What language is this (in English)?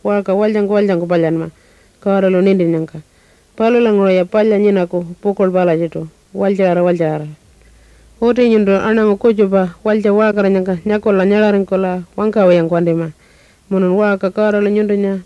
Pitjantjatjara